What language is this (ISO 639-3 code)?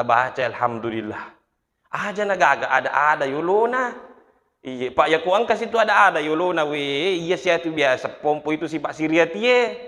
bug